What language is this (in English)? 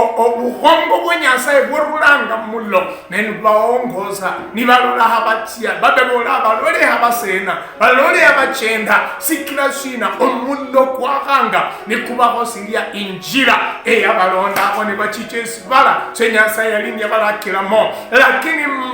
Luyia